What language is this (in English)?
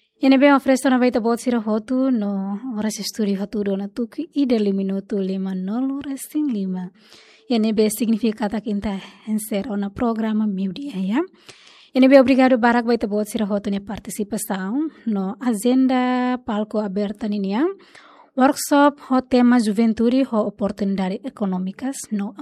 Tetum